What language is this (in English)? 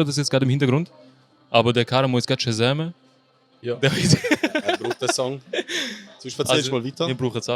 Swiss German